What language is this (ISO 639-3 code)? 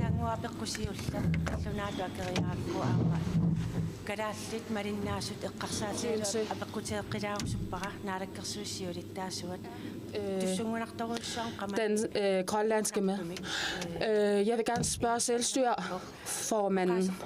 kal